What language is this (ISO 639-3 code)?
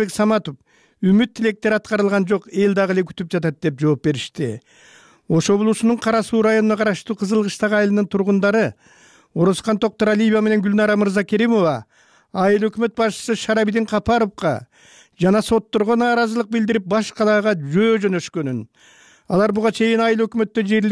kir